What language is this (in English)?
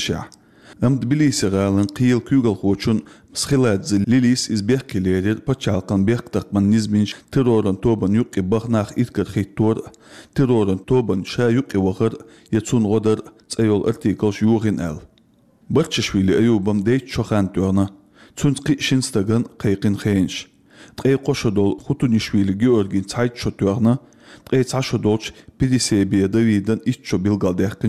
Chechen